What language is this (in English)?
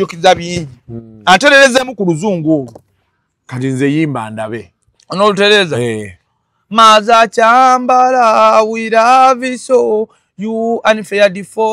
Ganda